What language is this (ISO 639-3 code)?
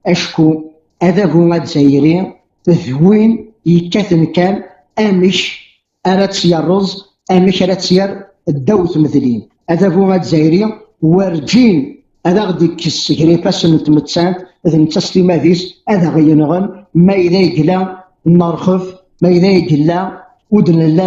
kab